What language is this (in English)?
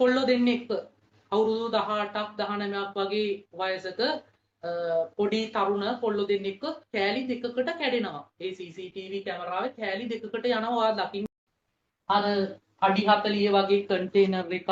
Sinhala